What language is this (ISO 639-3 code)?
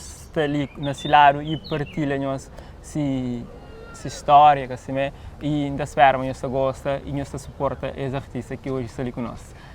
kea